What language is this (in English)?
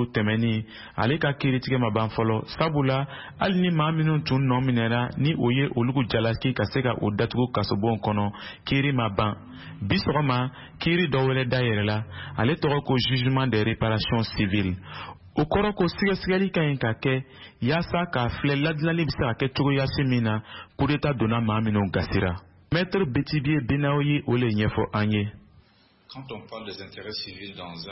Bambara